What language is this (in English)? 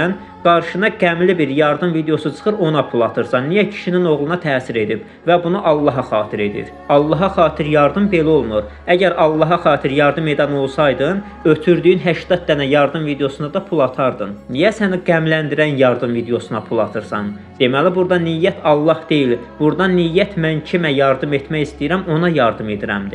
Azerbaijani